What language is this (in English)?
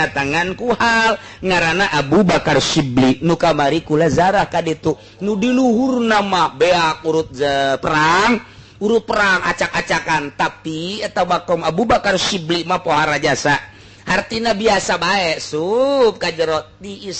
Sundanese